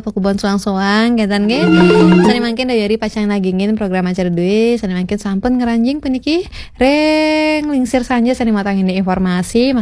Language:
Balinese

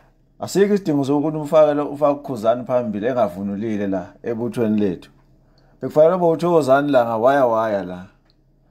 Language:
Zulu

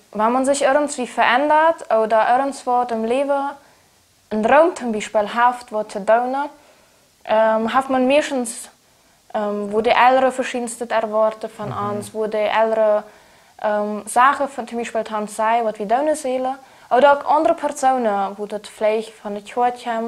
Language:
Plautdietsch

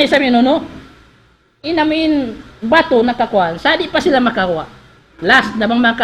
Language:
Tausug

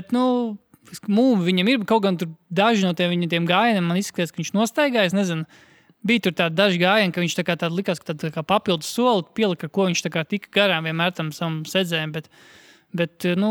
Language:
Latvian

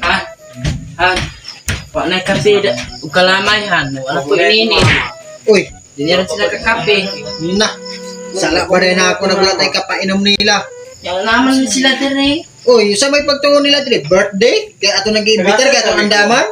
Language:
Cebuano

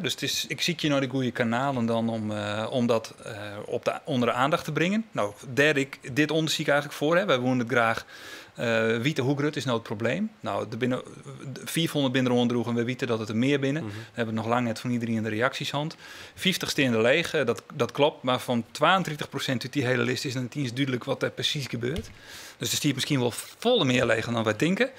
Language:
Western Frisian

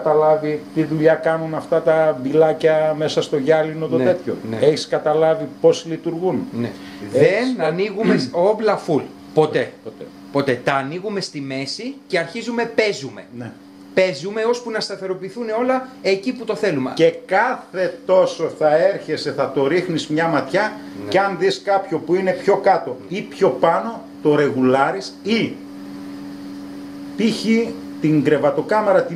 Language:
Greek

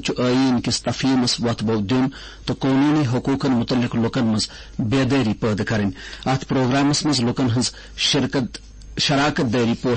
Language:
Kashmiri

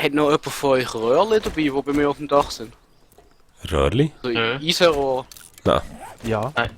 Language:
Swiss German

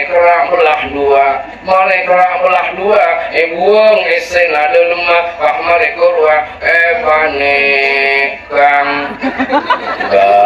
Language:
Madurese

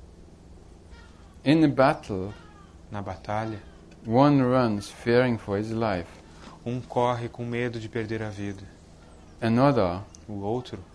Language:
Portuguese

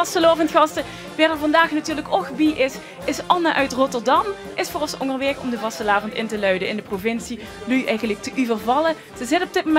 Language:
Limburgish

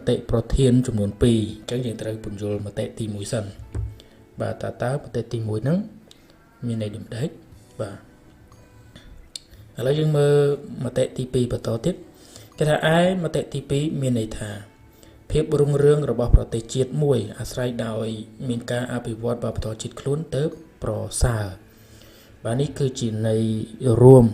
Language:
Khmer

